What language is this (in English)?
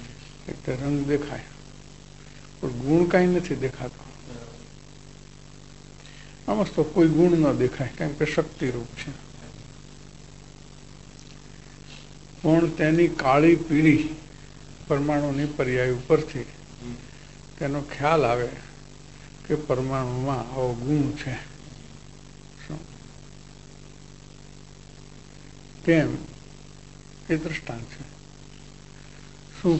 Gujarati